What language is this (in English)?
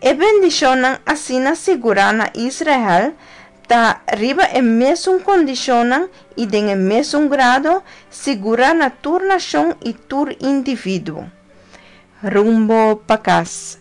Papiamento